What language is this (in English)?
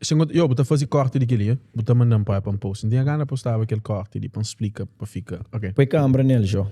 Kabuverdianu